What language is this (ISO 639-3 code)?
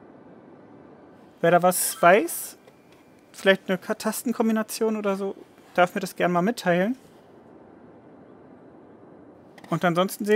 deu